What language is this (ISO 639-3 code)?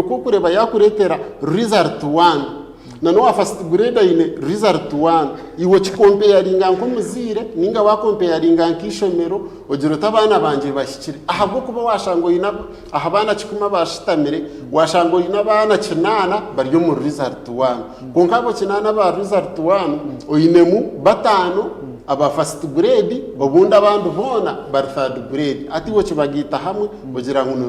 nyn